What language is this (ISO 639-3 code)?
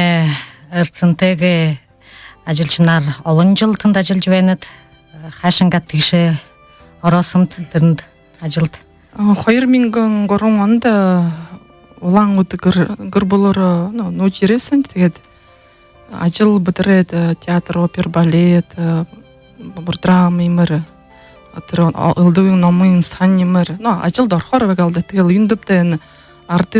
bua